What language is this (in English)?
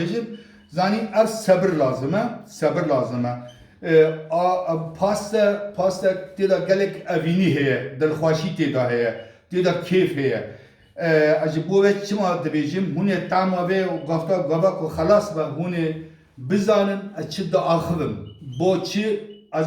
Kurdish